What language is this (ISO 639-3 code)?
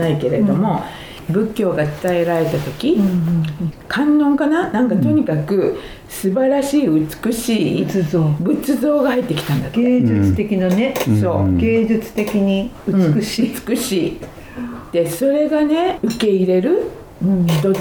jpn